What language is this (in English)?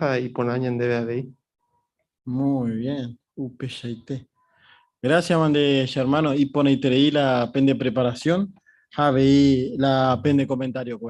Guarani